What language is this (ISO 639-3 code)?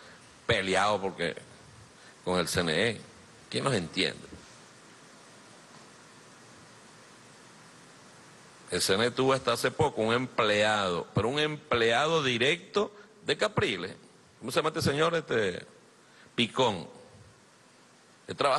spa